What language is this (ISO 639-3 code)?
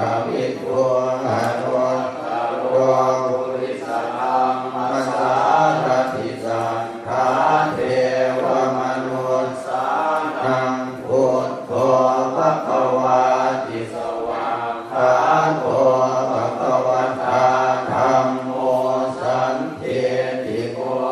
pli